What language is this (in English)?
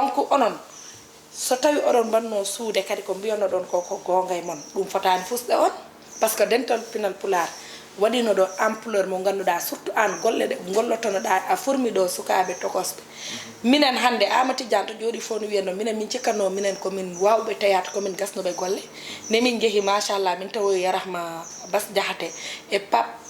Fula